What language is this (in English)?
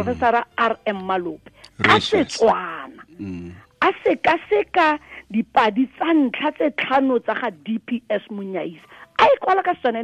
Tswana